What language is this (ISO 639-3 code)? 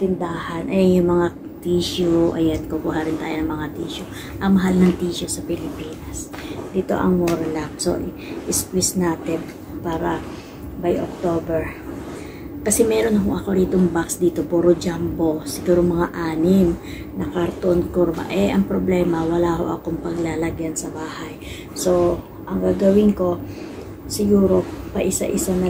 fil